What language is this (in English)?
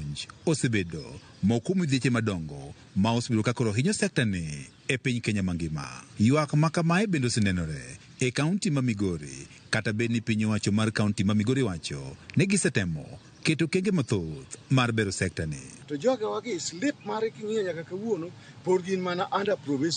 Luo (Kenya and Tanzania)